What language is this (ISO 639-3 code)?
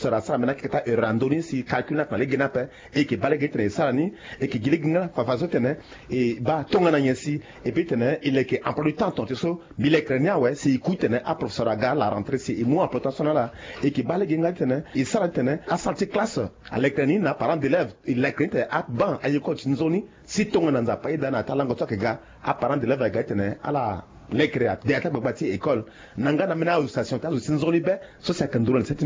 sag